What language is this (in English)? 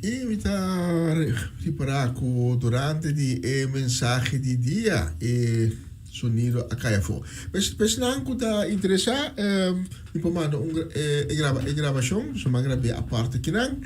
Papiamento